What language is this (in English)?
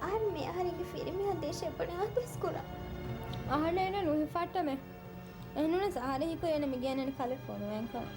Divehi